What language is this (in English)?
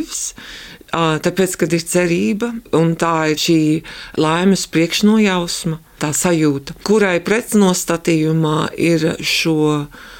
Latvian